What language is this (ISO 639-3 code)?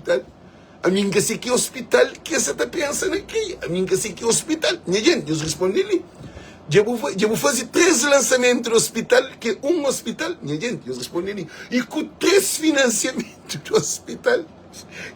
kea